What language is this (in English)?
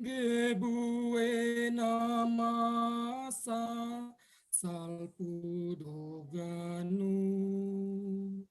Batak Simalungun